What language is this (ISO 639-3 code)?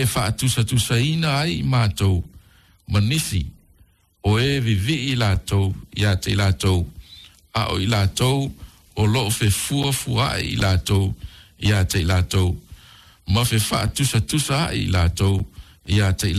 smo